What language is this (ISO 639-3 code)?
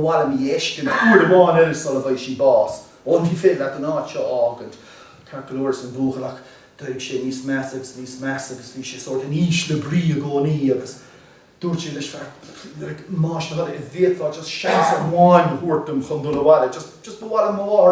gle